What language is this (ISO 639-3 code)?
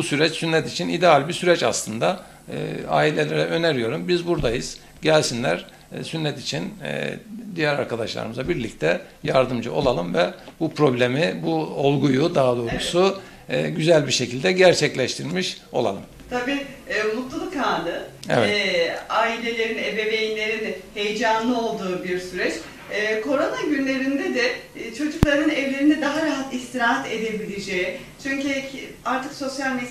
tur